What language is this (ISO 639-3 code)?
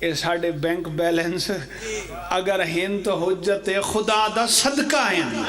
phr